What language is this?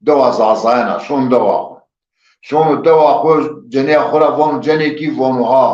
Zaza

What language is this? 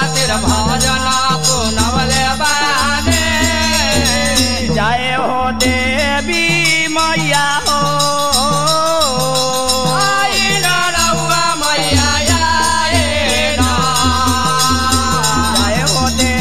Bhojpuri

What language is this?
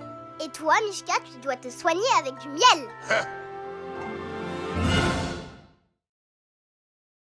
French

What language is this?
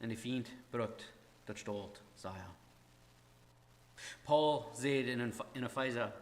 Plautdietsch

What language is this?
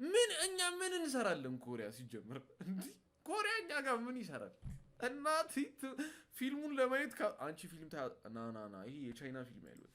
Amharic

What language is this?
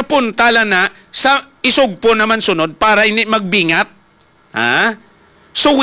Hiligaynon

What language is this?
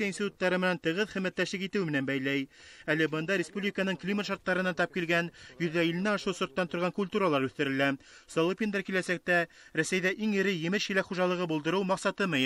Bashkir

